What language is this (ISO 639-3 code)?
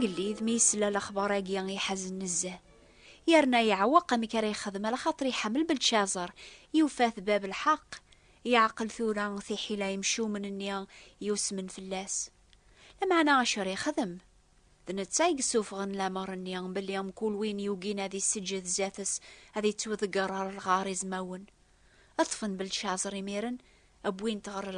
kab